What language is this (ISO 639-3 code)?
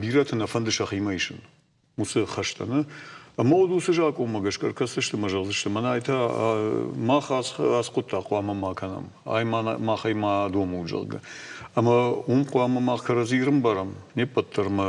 oss